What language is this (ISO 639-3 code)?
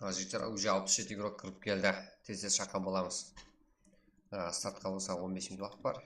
kaa